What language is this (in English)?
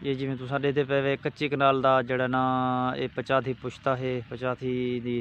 Saraiki